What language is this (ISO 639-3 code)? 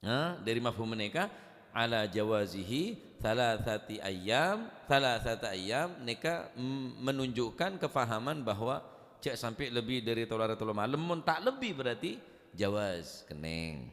mad